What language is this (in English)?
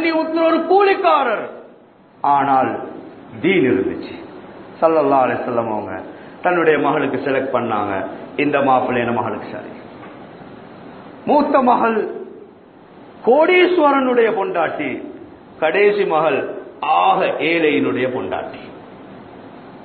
Tamil